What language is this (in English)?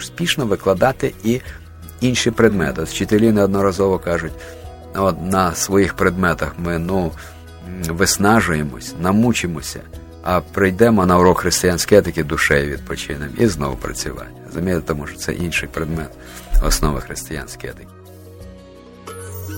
Ukrainian